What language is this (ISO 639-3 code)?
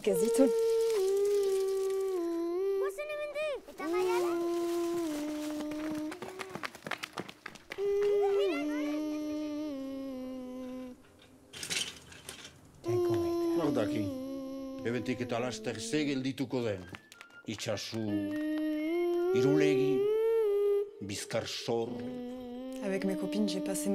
eus